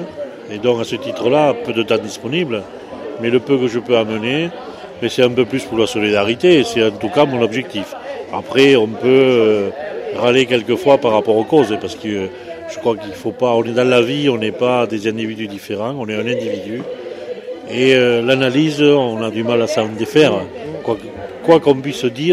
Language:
French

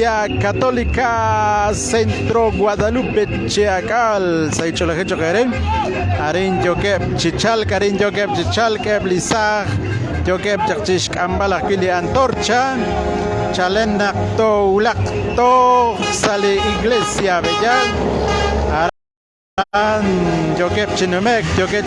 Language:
Kekchí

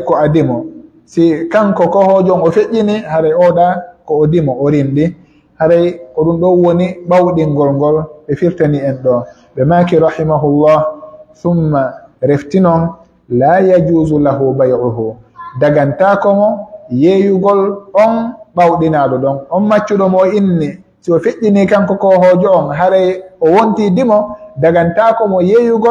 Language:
Pular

